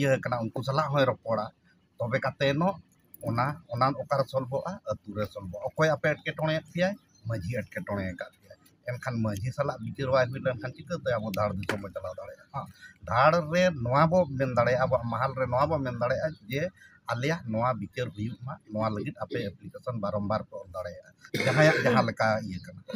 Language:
Santali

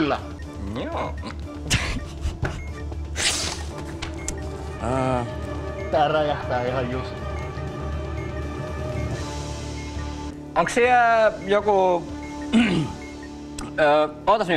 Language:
Finnish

